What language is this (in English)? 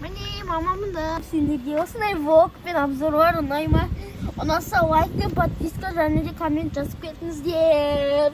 Kazakh